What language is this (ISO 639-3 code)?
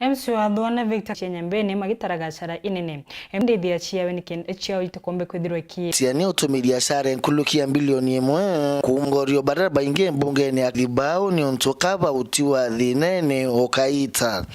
mer